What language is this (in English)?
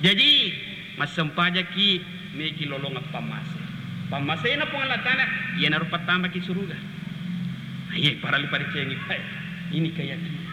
Buginese